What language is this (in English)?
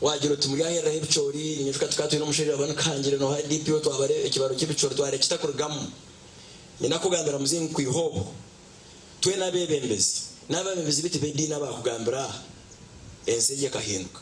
Nyankole